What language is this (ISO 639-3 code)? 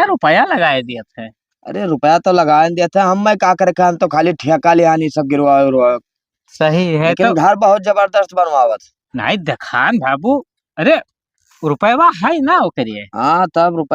awa